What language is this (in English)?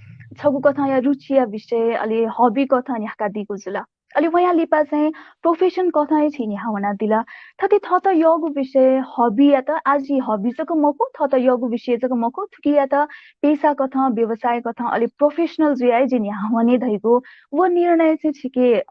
Newari